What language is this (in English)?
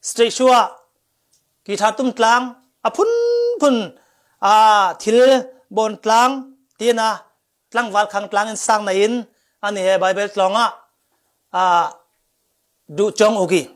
Falam Chin